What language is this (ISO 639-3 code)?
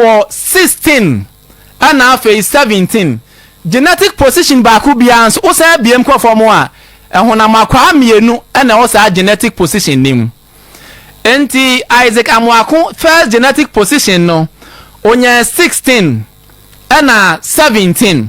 aka